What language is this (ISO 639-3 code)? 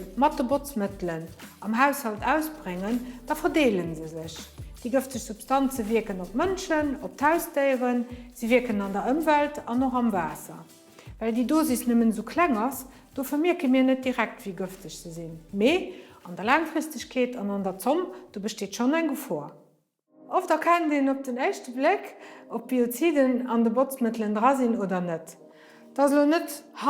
ltz